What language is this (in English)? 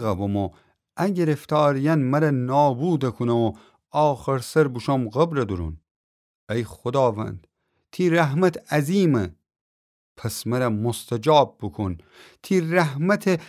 Gilaki